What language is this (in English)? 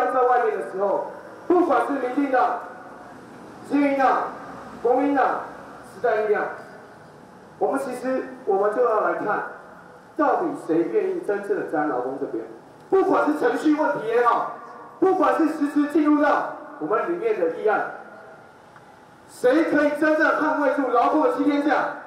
Chinese